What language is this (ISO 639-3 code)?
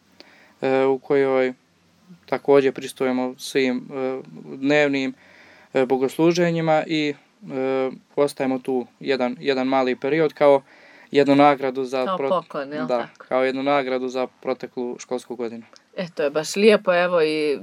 hrv